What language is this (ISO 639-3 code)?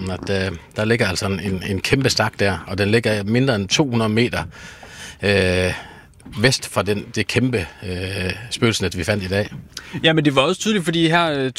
dan